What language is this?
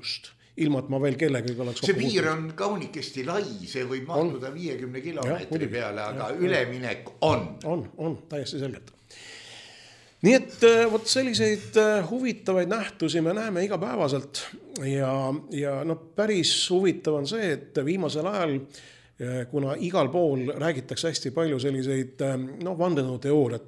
Estonian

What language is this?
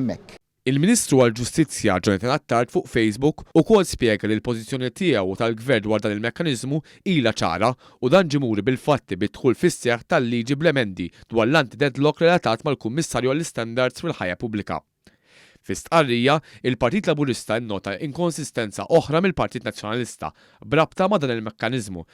Maltese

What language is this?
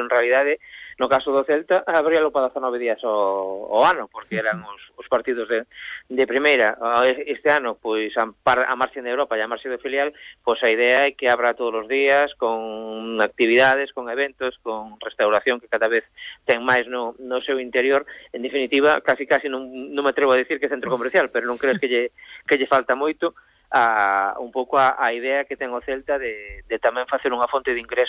Galician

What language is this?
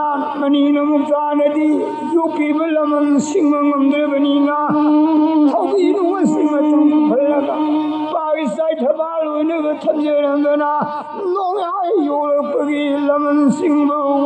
Manipuri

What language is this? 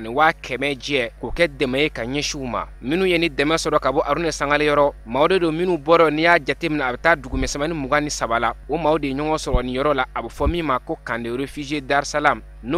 Bambara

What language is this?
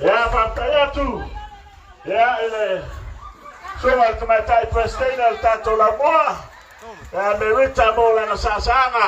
Samoan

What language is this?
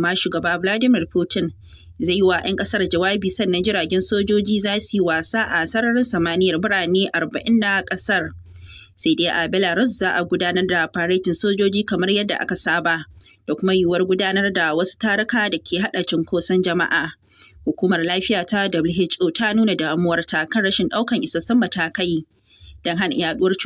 Hausa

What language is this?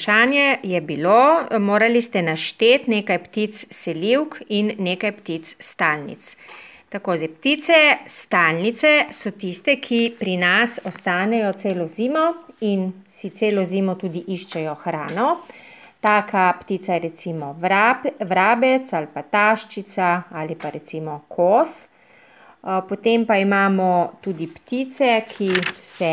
Slovenian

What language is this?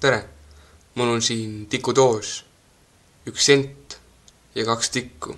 Estonian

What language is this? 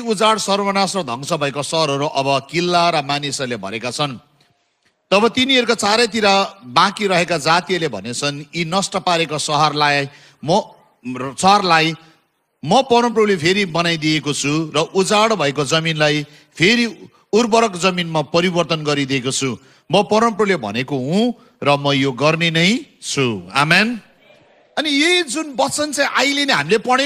Nepali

